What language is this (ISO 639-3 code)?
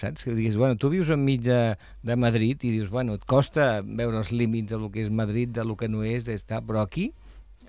cat